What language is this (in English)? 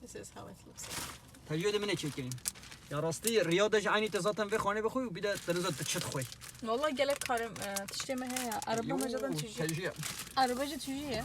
Kurdish